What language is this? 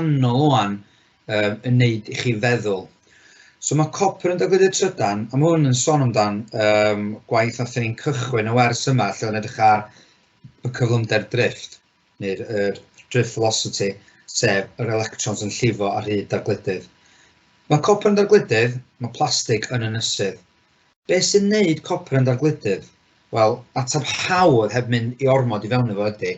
Welsh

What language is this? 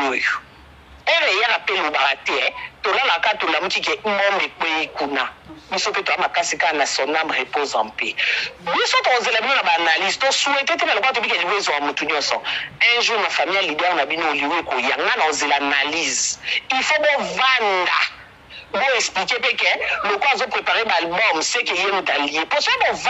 Lingala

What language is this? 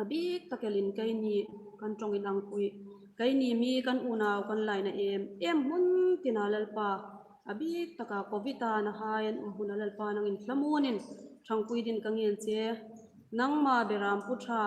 Hmar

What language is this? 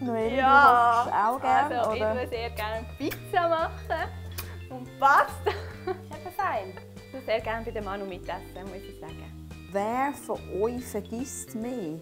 Swiss German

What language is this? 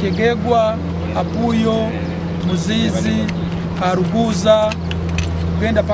Nyankole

